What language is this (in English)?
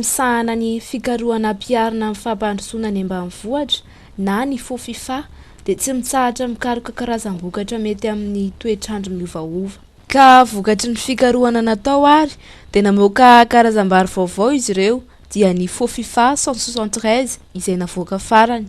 Malagasy